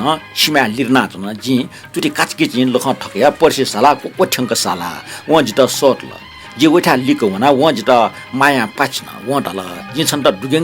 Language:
Newari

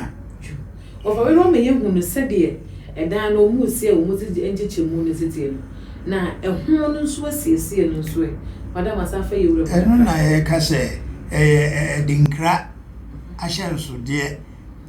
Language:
Akan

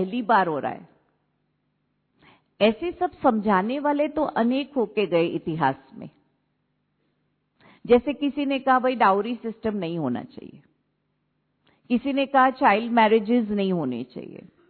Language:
Hindi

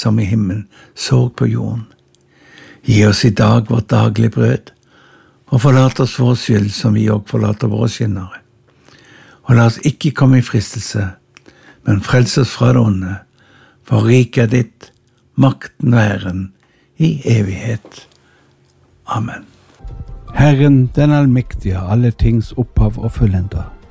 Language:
Norwegian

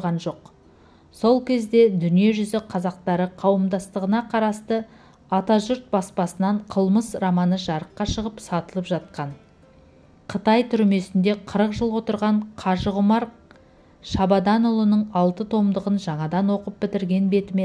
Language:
Kazakh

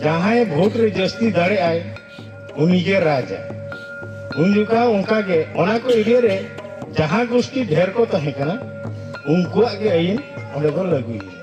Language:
Santali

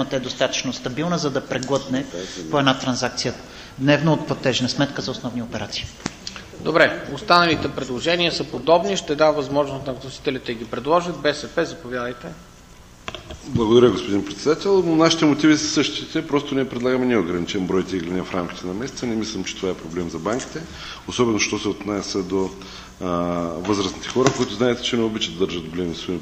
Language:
Bulgarian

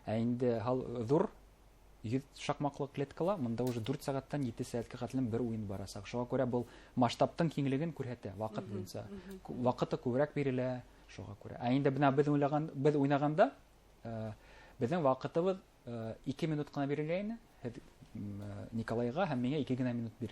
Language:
Bashkir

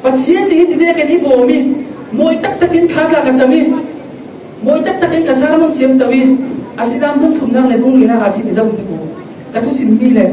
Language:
Falam Chin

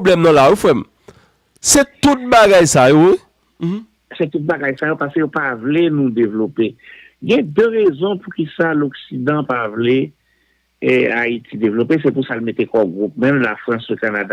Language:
Haitian Creole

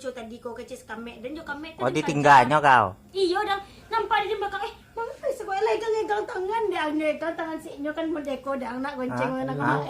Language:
Minangkabau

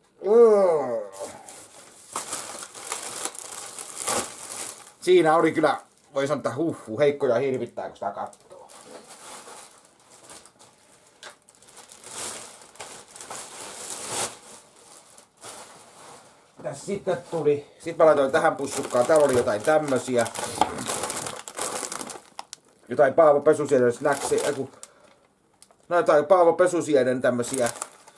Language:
Finnish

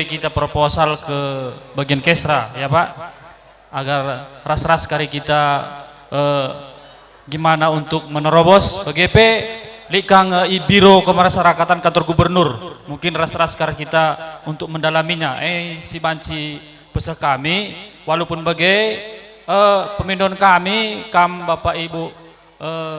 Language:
Batak Karo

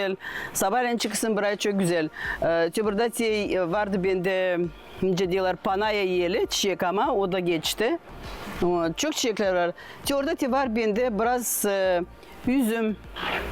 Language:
Gagauz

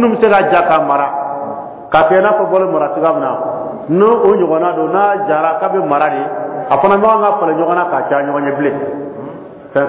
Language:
Dyula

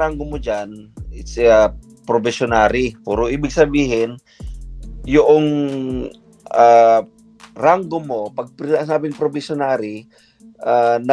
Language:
Filipino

